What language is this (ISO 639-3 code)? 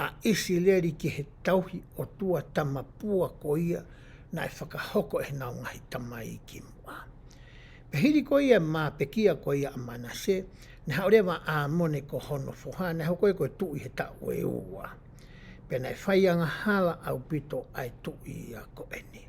ton